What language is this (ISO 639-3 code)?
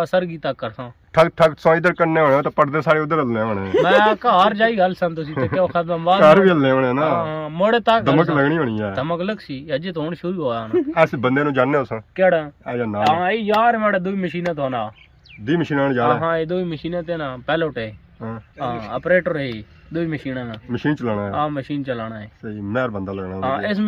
phr